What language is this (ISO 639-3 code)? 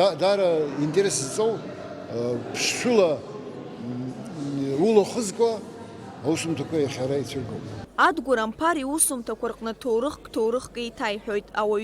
abk